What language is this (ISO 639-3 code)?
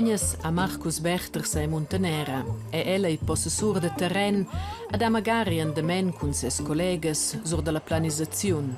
roh